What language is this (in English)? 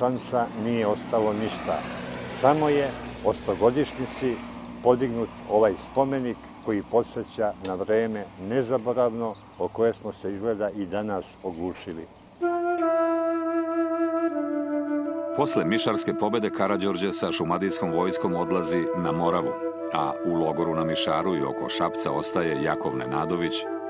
Serbian